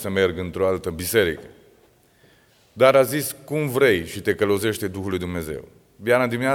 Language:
Romanian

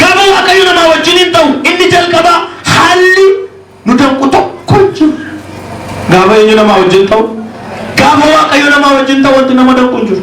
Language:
Oromo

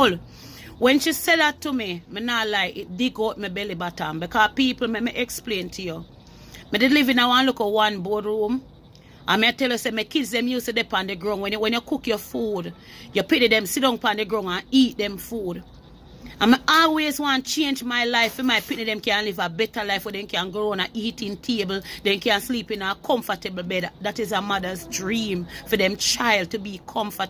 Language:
Jamaican Creole English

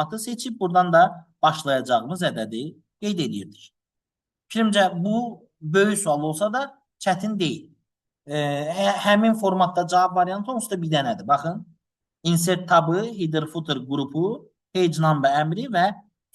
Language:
Azerbaijani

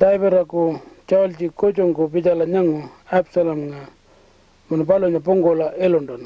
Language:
Pitjantjatjara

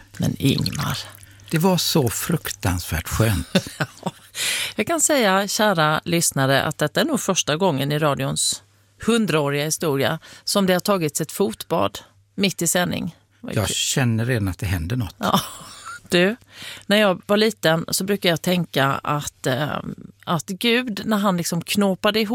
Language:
Swedish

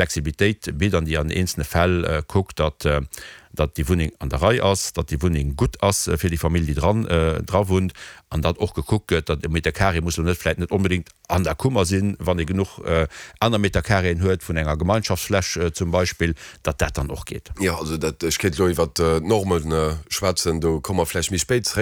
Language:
Luxembourgish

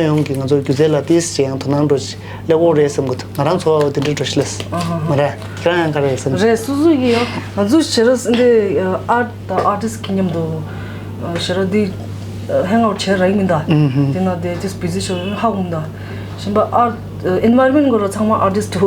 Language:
Tibetan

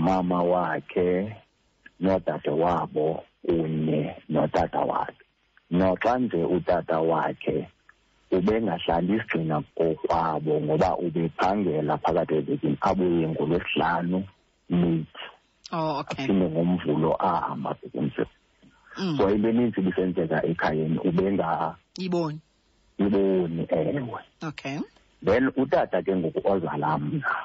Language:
Xhosa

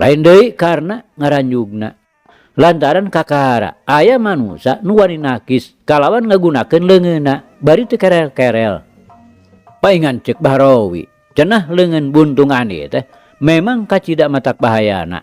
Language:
Sundanese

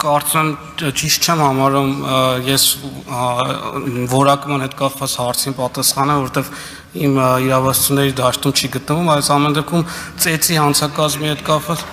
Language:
Armenian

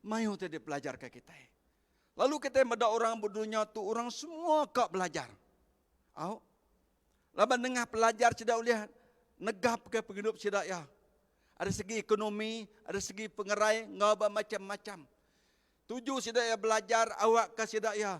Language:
Iban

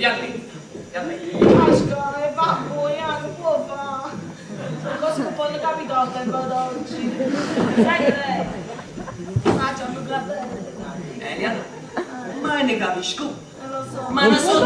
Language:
Neapolitan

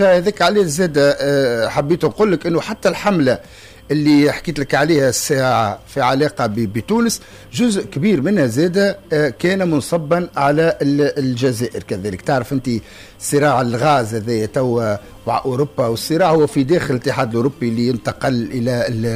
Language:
Tunisian Arabic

